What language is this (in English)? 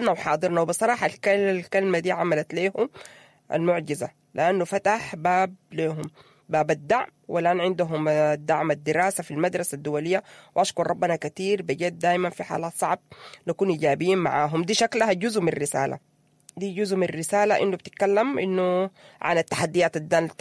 Sudanese Arabic